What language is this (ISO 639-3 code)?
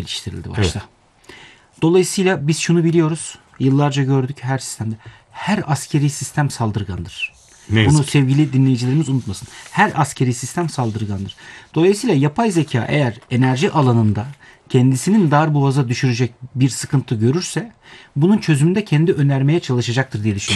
tur